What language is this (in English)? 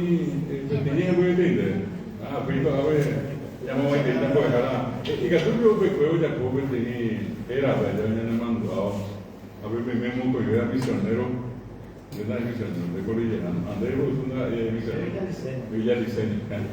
Guarani